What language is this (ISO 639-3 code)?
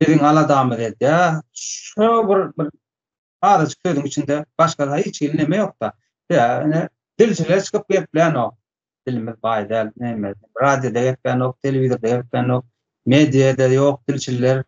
tuk